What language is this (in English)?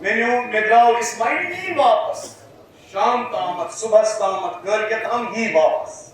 Kashmiri